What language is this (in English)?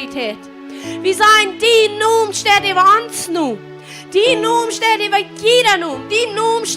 Plautdietsch